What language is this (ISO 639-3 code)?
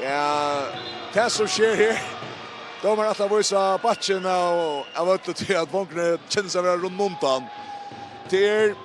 fao